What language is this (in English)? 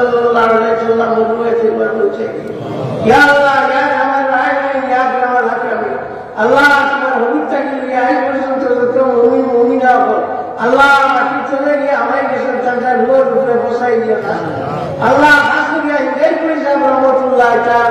Sylheti